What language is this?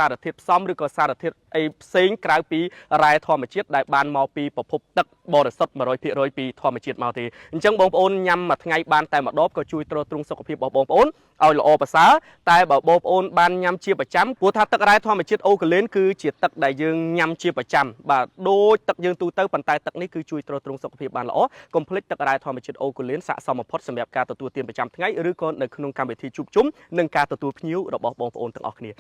Khmer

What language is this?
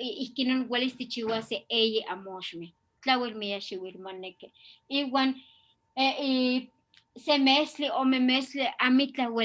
Eastern Huasteca Nahuatl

